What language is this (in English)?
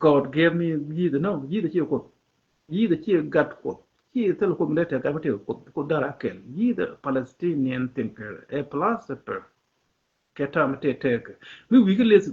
Nuer